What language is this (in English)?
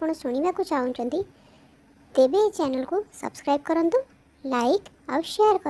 Odia